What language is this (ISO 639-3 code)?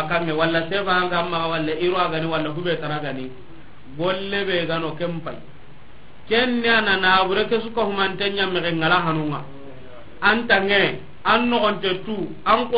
snk